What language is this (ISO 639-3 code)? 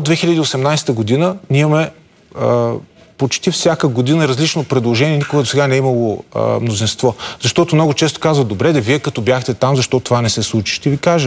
bul